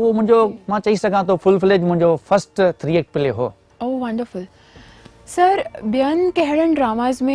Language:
Sindhi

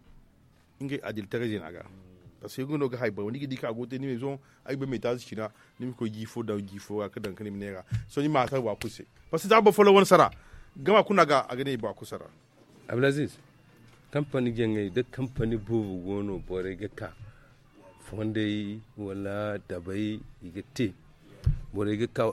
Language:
Zarma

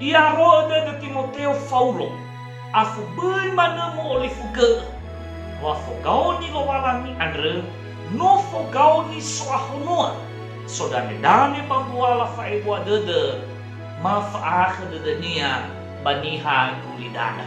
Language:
Nias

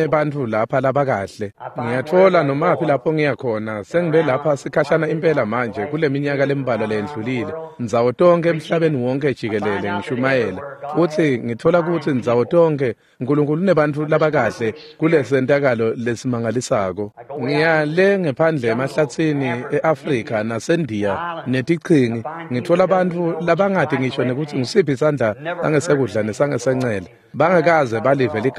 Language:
Swati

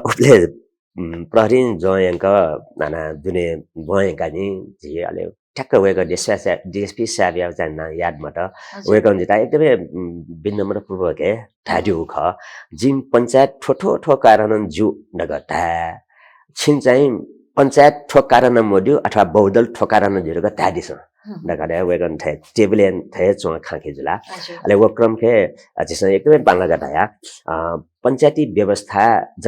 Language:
Newari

